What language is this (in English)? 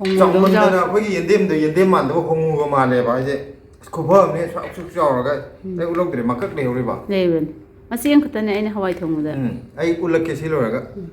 Manipuri